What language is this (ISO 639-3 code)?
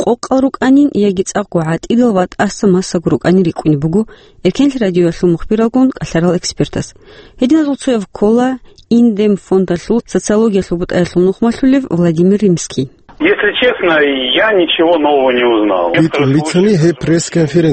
ava